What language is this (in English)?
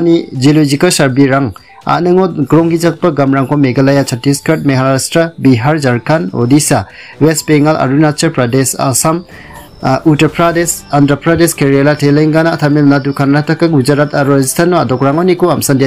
Garo